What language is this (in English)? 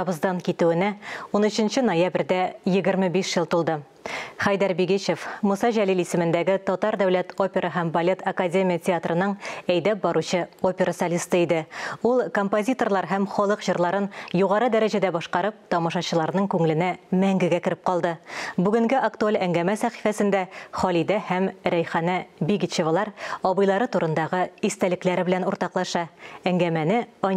Tatar